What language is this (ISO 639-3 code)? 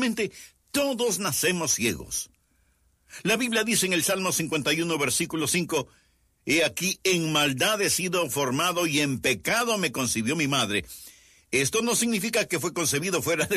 spa